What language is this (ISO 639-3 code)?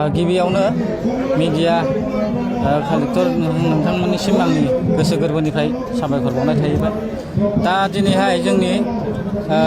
brx